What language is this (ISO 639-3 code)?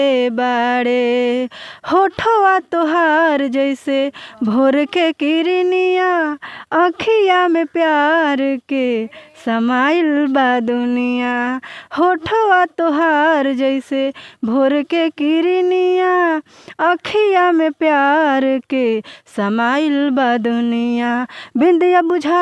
bho